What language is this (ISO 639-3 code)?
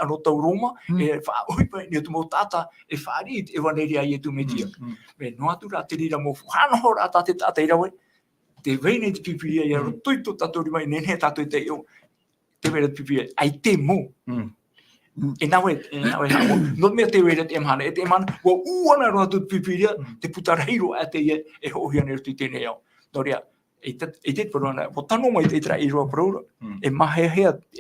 tah